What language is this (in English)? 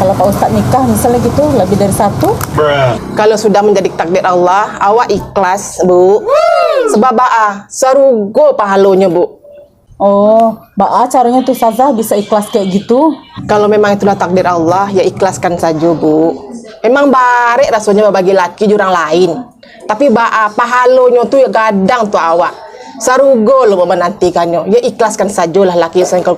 Minangkabau